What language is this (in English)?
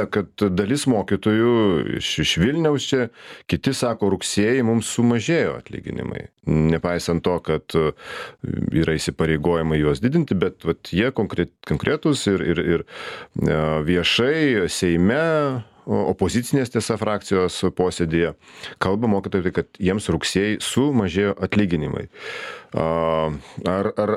Lithuanian